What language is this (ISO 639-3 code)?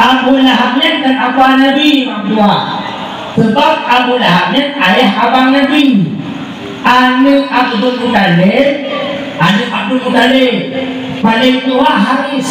ace